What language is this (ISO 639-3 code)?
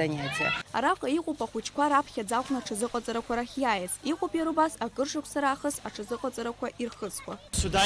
abk